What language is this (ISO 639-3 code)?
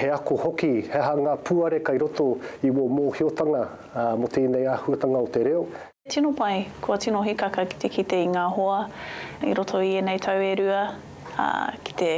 mri